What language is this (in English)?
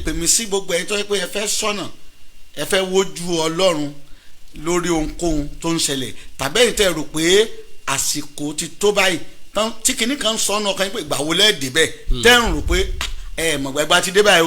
Yoruba